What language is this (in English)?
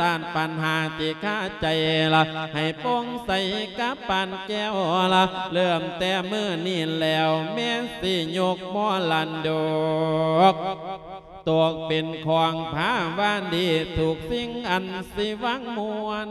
Lao